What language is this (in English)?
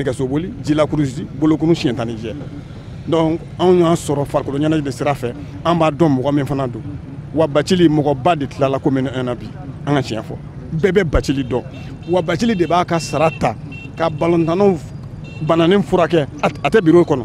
Bambara